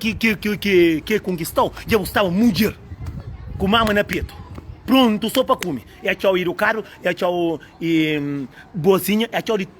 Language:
Kabuverdianu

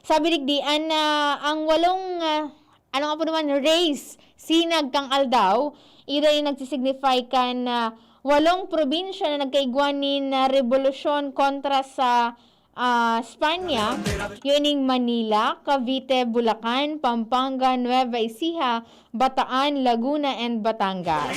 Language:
Bikol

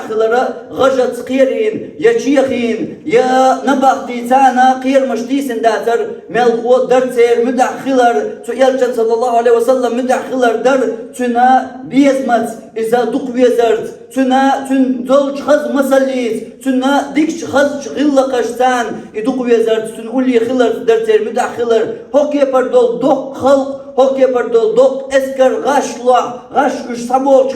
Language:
Chechen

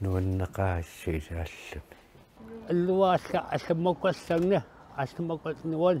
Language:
Kalaallisut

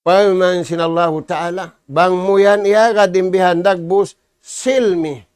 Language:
Tausug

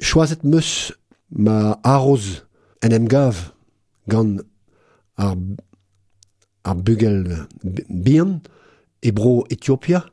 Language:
Breton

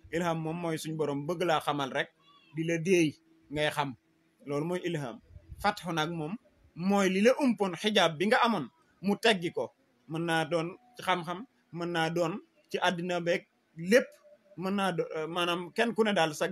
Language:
Wolof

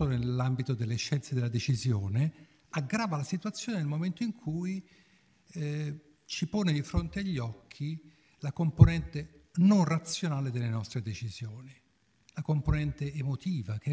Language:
Italian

